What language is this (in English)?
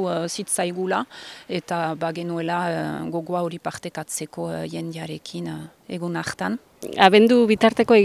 Basque